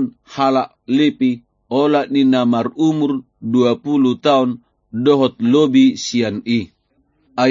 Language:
Batak Toba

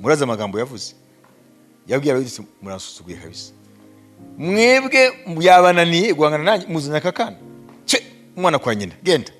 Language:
Kinyarwanda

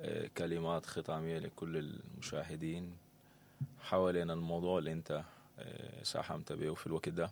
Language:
Sudanese Arabic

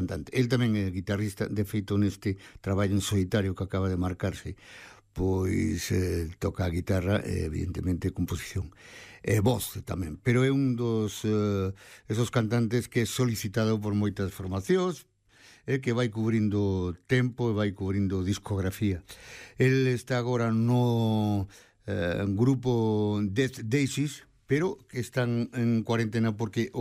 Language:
Galician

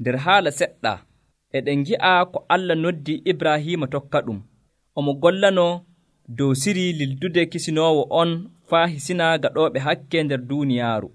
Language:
Nigerian Fulfulde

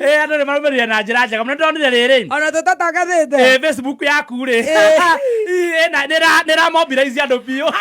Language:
Kikuyu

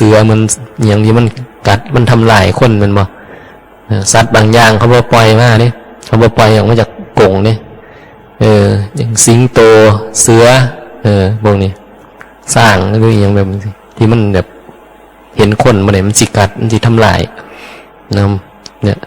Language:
Northeastern Thai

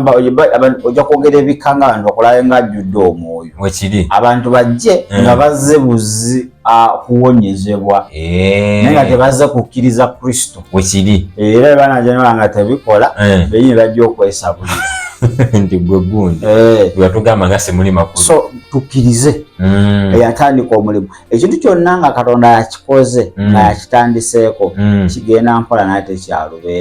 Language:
Ganda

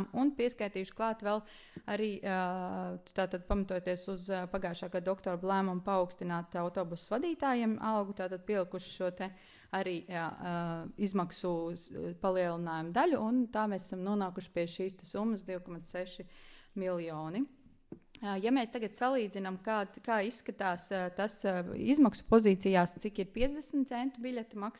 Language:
Latvian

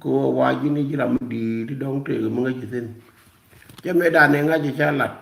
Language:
Nuer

